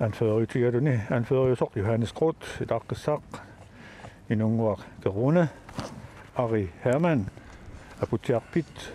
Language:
Kalaallisut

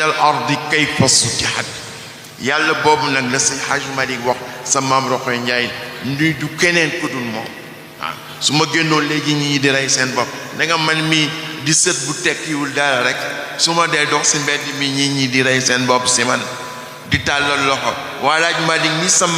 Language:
Wolof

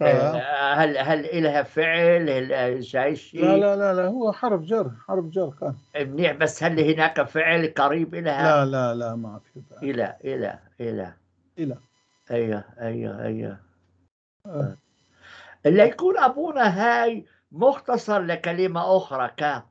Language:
North Levantine Arabic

